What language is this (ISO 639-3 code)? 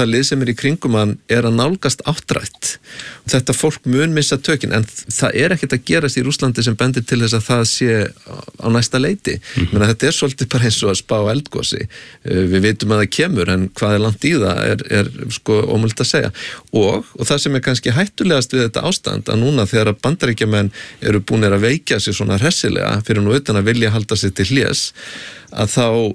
isl